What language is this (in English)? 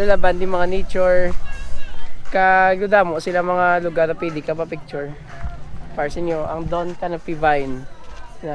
Hiligaynon